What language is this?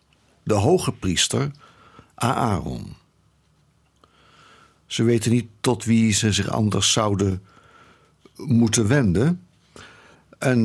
Dutch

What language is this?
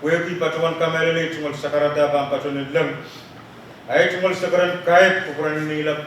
Pohnpeian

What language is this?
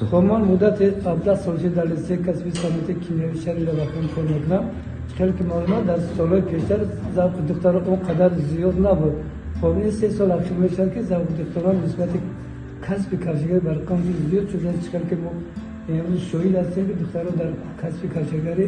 Tajik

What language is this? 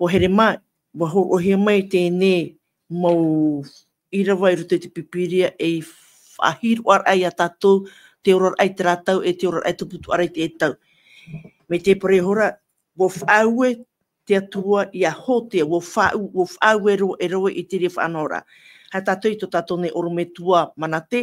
Tahitian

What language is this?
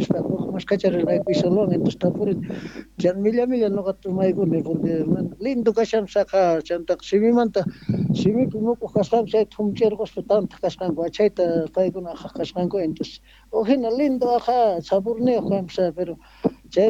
Quechua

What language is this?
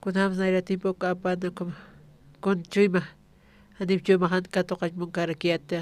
Aymara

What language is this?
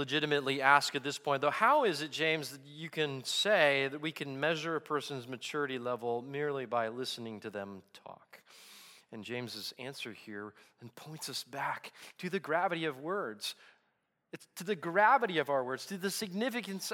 English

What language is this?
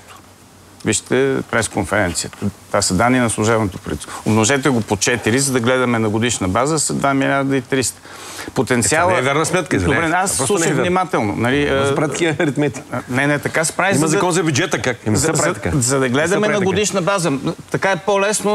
Bulgarian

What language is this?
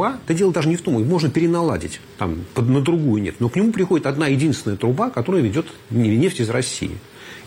Russian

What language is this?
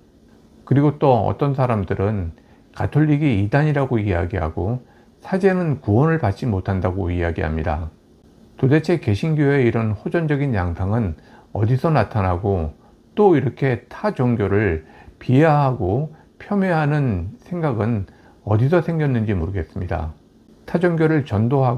Korean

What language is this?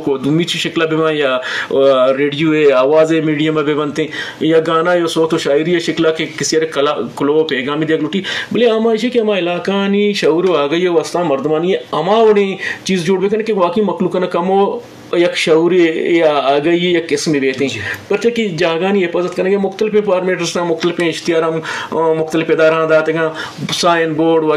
Baluchi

